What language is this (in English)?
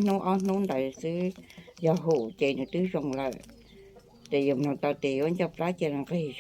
Hmong